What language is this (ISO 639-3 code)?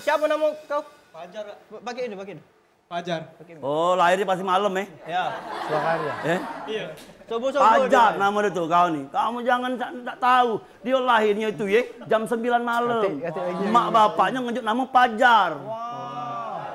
mui